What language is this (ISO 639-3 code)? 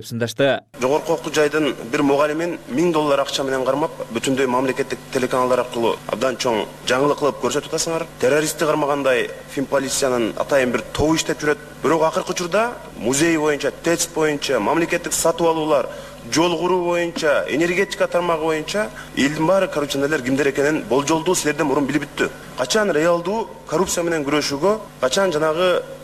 kir